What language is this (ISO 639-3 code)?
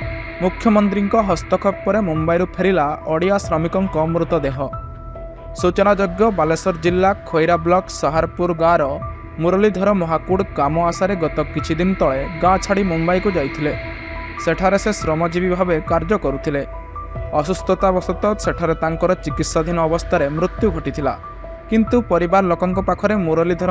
ori